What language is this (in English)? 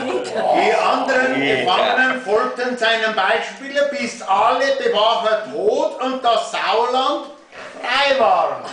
Bavarian